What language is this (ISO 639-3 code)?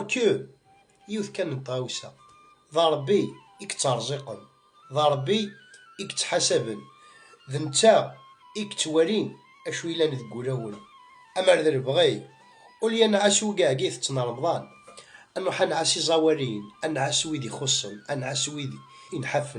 kab